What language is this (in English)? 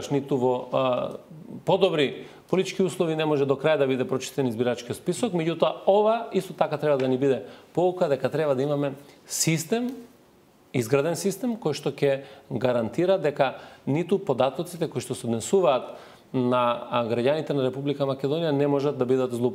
Macedonian